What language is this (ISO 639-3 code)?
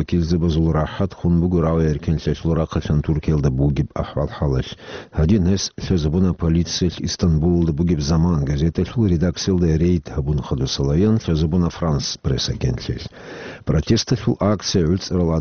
ava